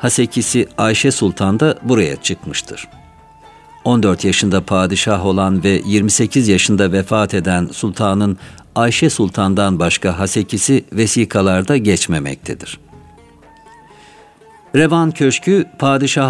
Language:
Turkish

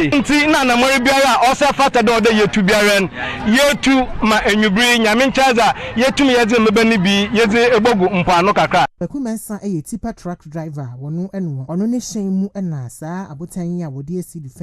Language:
Akan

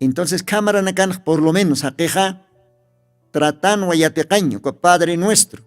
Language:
Aymara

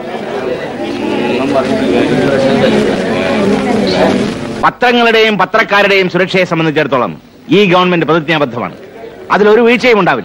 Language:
Malayalam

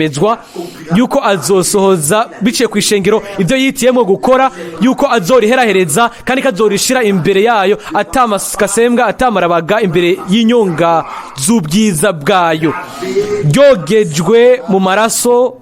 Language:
Rundi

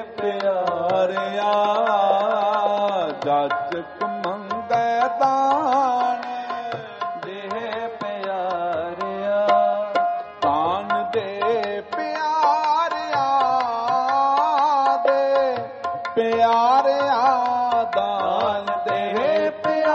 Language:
Punjabi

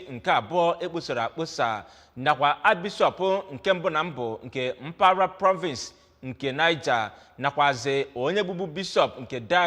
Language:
Igbo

